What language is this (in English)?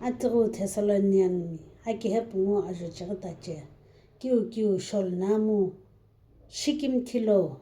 Sumi Naga